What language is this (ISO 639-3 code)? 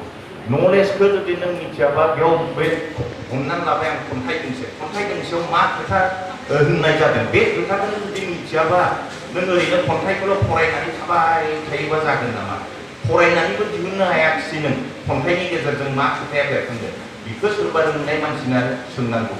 brx